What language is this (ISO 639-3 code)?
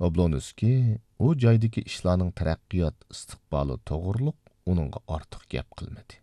uig